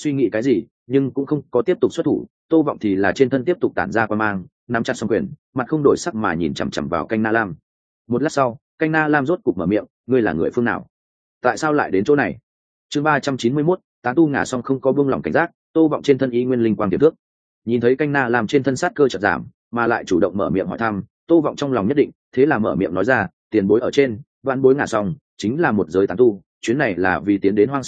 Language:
Vietnamese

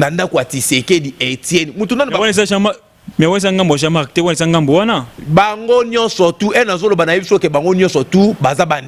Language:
Lingala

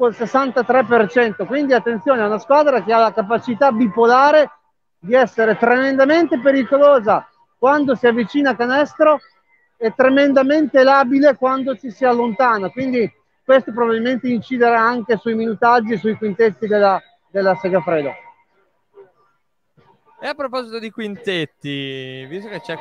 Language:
Italian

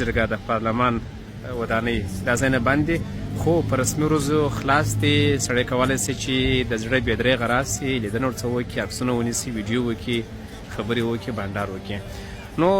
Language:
Pashto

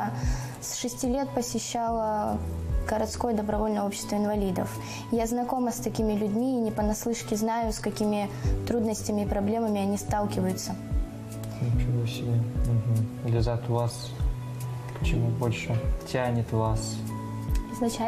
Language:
Russian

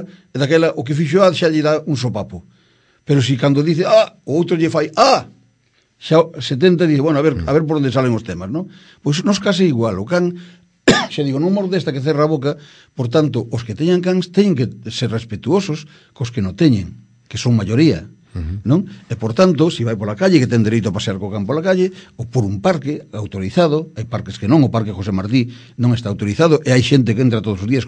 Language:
Galician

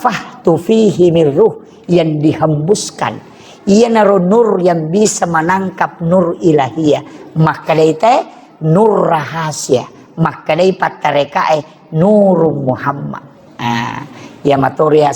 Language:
Buginese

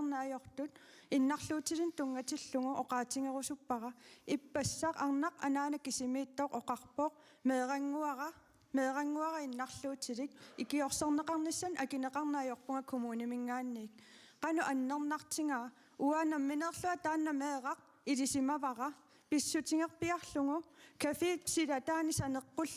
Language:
Kalaallisut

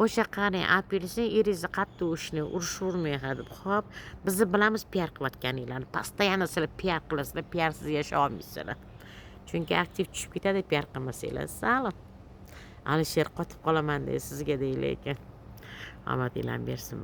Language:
Uzbek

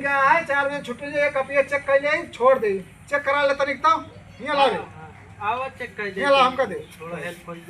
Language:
Awadhi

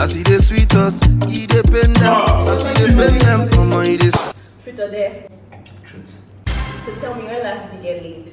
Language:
Nigerian Pidgin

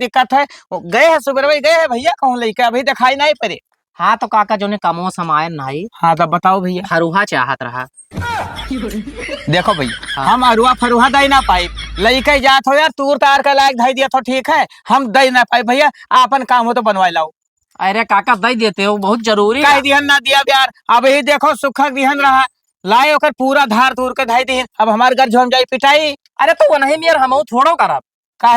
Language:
Awadhi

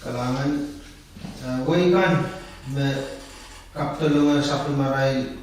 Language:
Pohnpeian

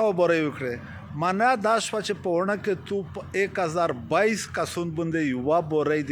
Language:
Pashto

